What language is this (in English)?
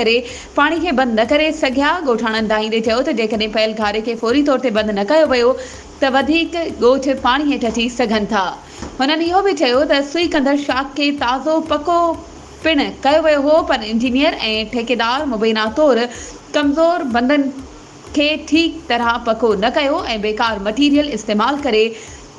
Sindhi